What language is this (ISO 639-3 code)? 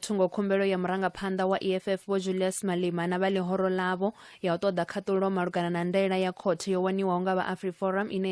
ven